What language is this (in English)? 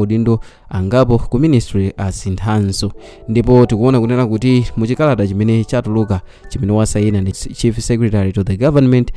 Nyanja